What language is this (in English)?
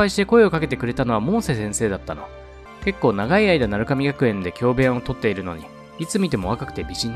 Japanese